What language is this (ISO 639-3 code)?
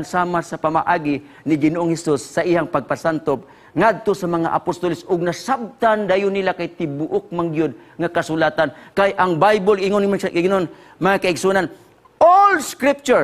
ceb